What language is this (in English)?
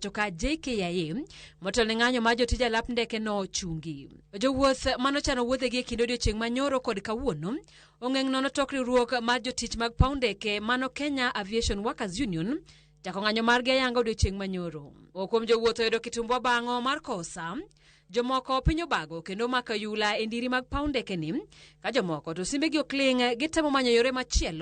Luo (Kenya and Tanzania)